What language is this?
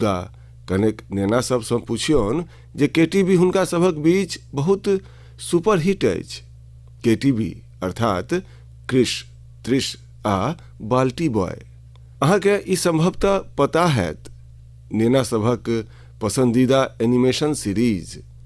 Maithili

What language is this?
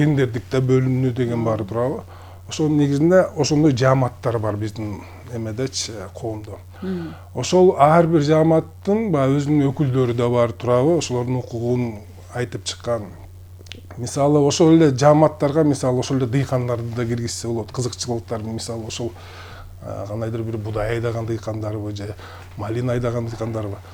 Kyrgyz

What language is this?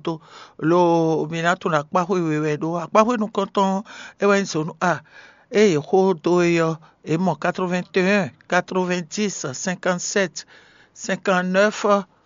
Fon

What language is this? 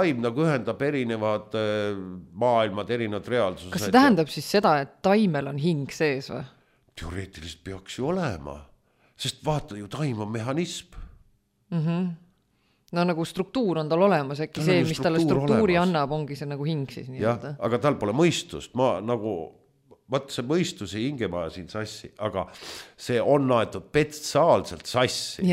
Estonian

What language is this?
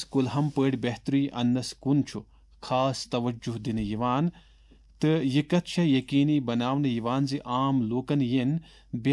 Kashmiri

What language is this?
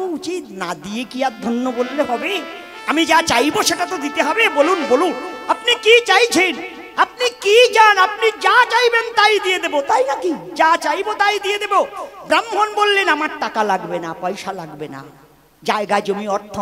Bangla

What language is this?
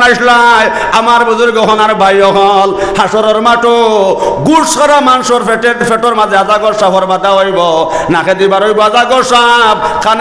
Sylheti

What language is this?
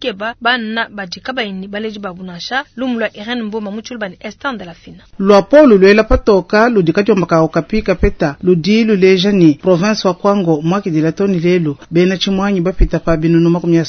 Luba-Lulua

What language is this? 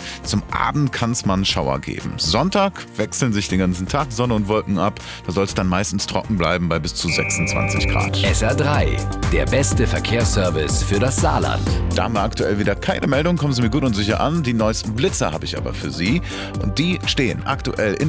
German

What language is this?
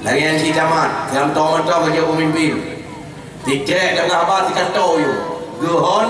Achinese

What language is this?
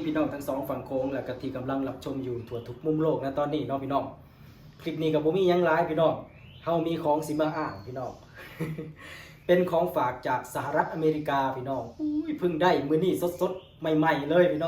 Lao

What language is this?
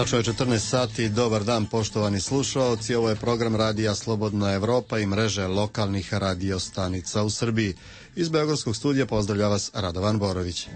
Serbian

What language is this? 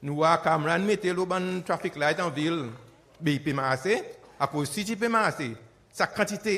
Seselwa Creole French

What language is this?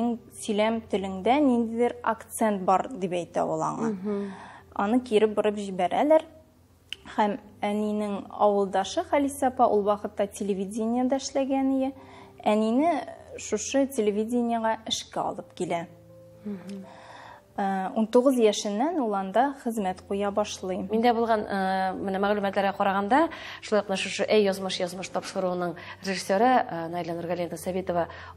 Tatar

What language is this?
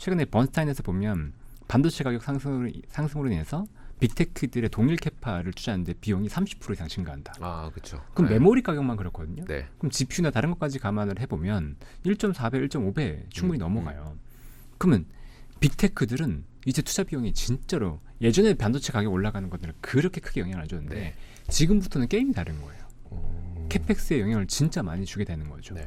Korean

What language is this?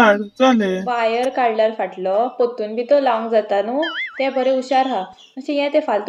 Konkani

